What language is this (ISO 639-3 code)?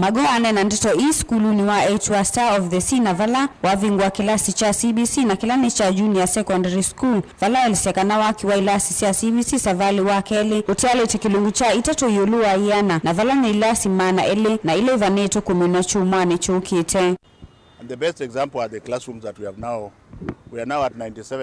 kam